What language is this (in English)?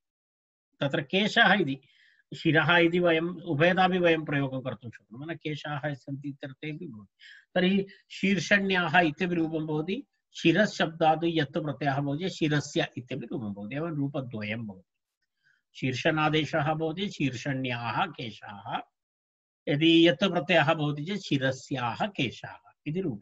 Sanskrit